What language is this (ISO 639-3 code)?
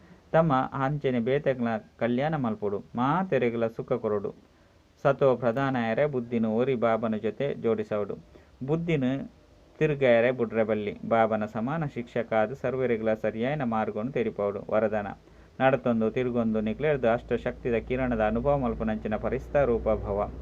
tcy